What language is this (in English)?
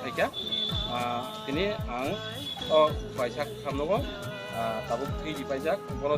Kok Borok